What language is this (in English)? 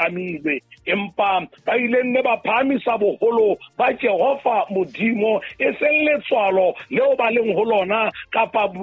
Southern Sotho